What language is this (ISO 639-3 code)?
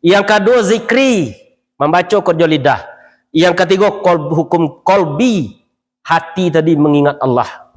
min